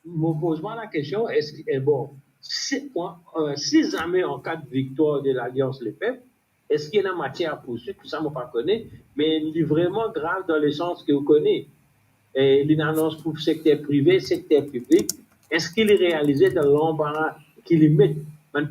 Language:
Morisyen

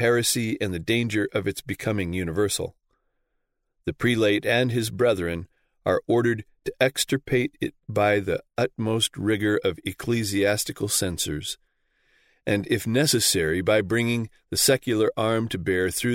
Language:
English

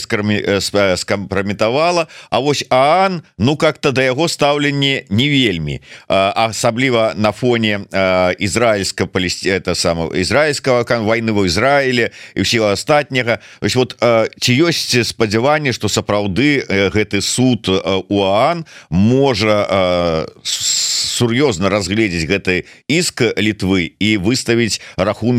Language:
Belarusian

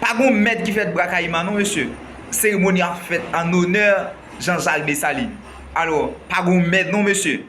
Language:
Haitian Creole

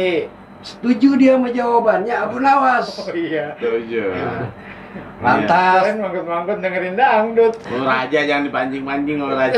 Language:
Betawi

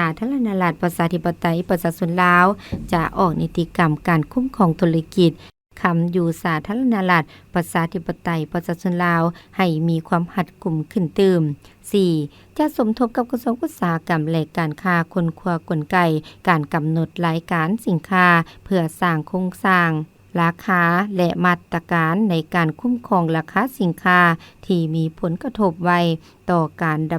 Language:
Lao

